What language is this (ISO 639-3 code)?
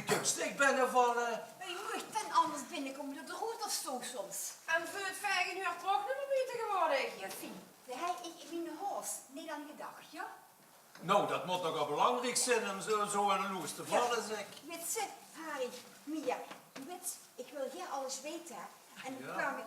lim